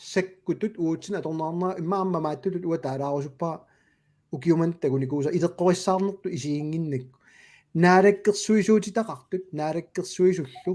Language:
Kalaallisut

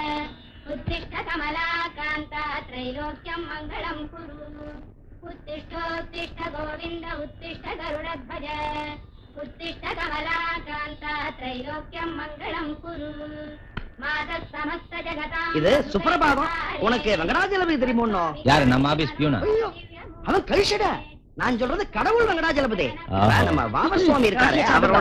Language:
Tamil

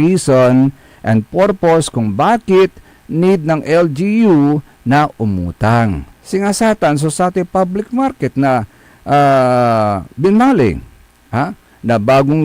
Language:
Pangasinan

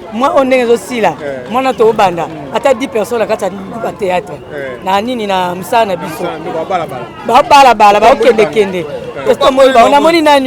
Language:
Lingala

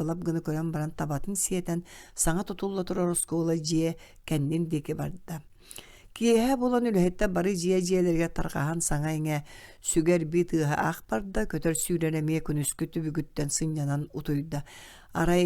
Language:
Yakut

